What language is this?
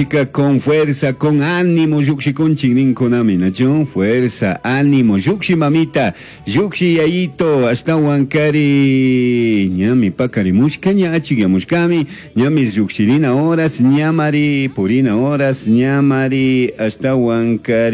Chimborazo Highland Quichua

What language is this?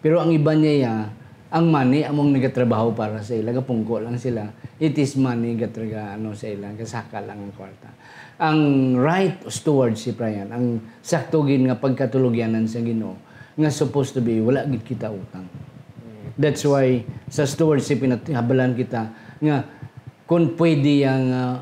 Hiligaynon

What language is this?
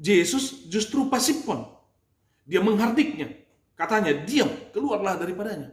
Batak Toba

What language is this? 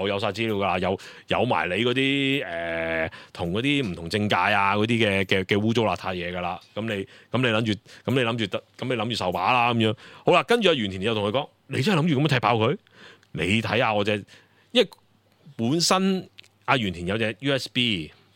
Cantonese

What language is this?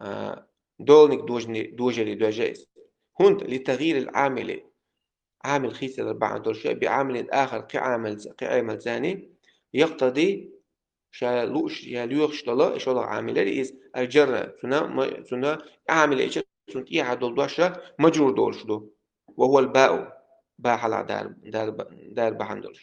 Chechen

